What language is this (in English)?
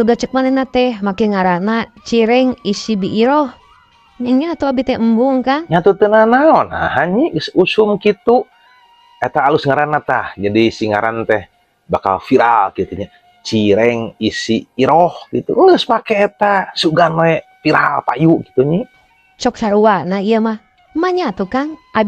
Sundanese